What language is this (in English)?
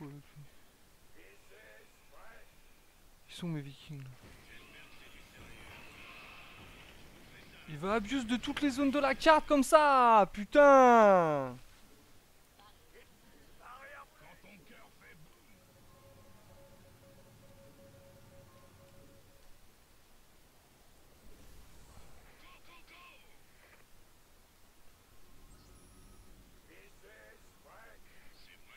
French